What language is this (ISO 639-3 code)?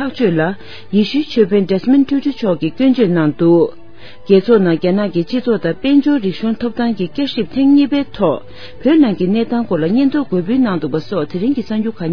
bod